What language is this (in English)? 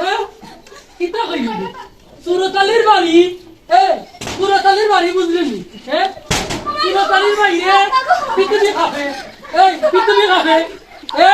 Sylheti